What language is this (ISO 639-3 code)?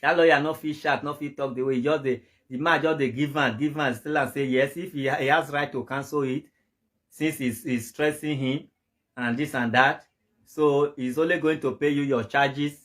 pcm